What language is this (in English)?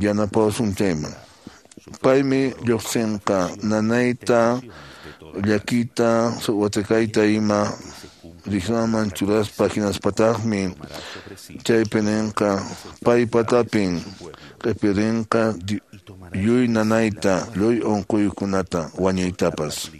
Quechua